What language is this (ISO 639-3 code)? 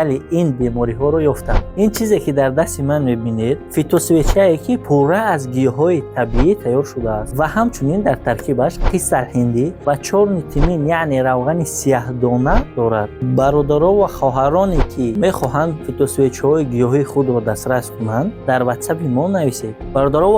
tgk